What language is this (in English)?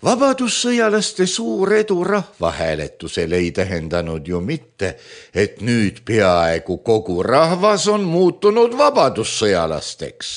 Estonian